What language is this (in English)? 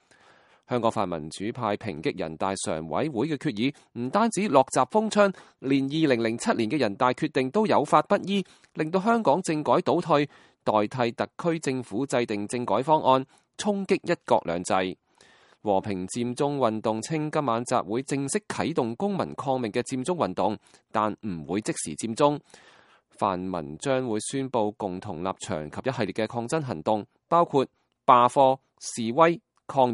Cantonese